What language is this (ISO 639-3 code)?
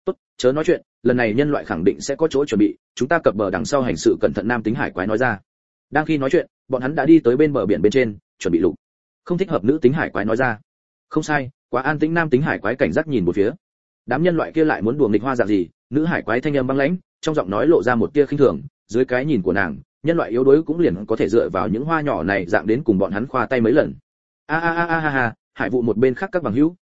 vie